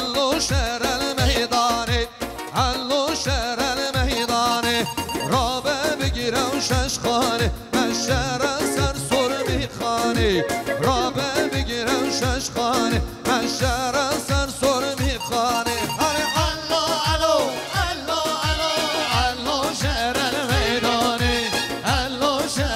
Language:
Kurdish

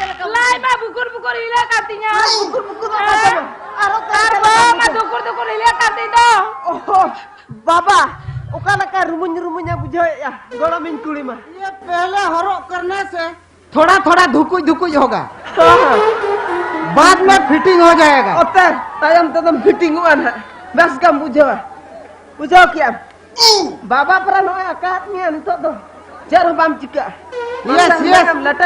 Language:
Santali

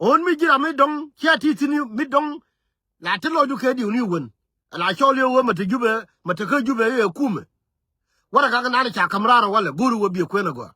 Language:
Nuer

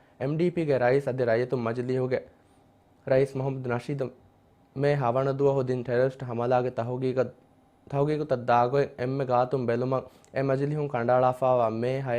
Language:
Divehi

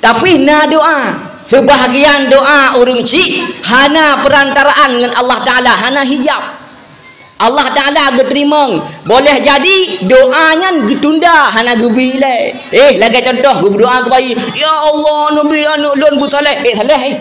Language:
Achinese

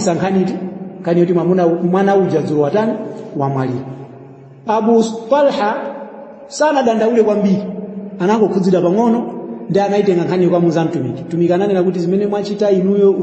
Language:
Nyanja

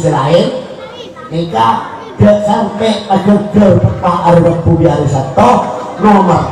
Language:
Madurese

